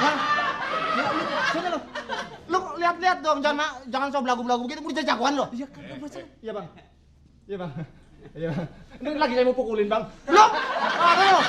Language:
Betawi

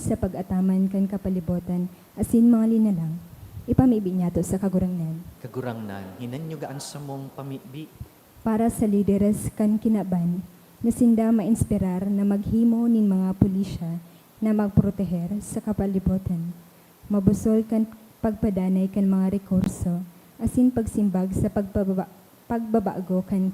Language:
Bikol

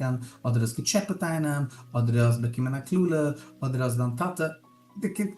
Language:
Yiddish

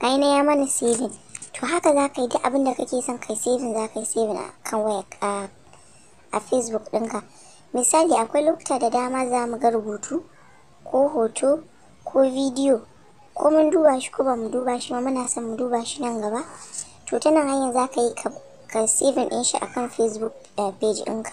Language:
Hausa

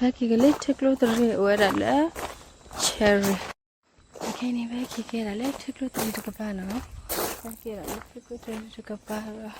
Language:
S'gaw Karen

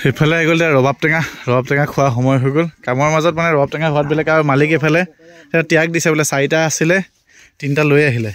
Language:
Assamese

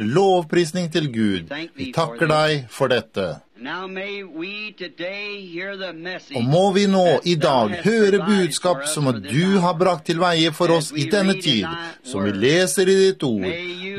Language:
Norwegian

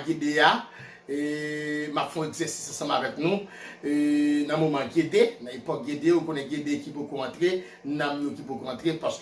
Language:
Haitian Creole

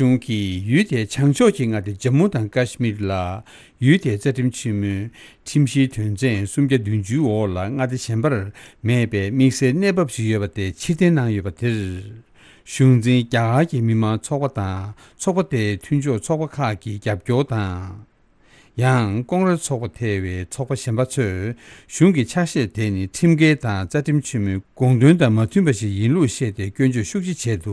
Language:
Tibetan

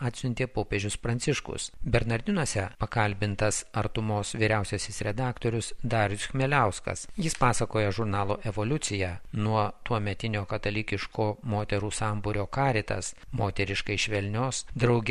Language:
Lithuanian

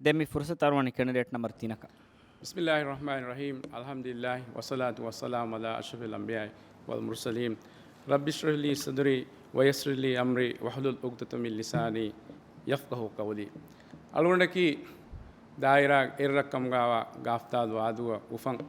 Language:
Divehi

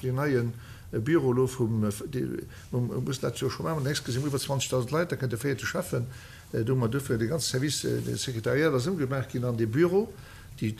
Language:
Luxembourgish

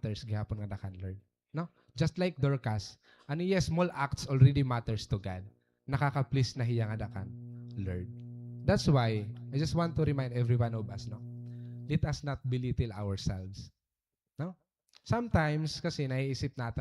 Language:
Waray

